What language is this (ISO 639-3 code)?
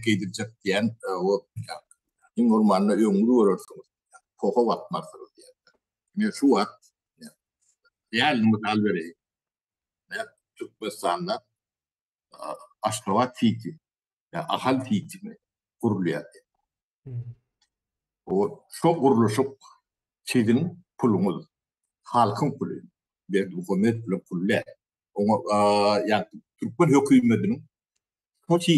tuk